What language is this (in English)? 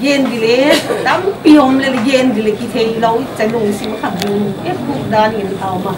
Paite Chin